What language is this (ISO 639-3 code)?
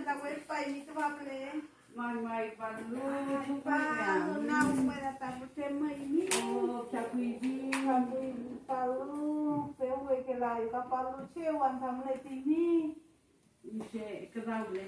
arn